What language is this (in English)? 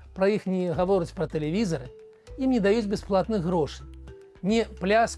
Belarusian